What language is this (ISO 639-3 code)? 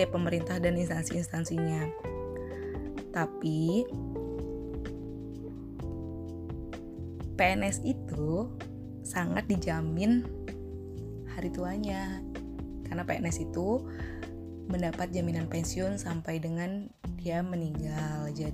ind